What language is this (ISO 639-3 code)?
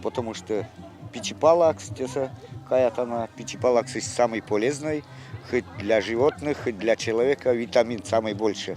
myv